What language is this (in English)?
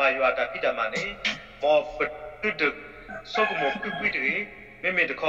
S'gaw Karen